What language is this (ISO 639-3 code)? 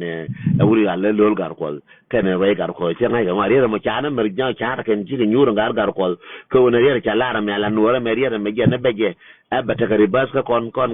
nus